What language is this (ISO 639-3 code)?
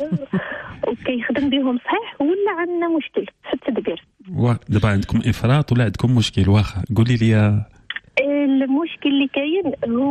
ary